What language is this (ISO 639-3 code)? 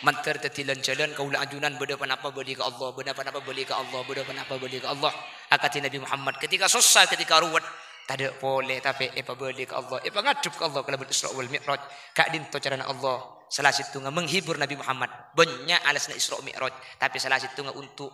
mad